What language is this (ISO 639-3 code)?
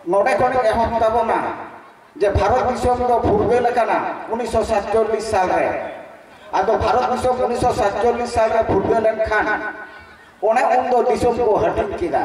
sat